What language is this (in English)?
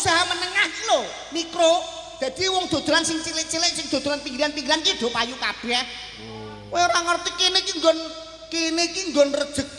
Javanese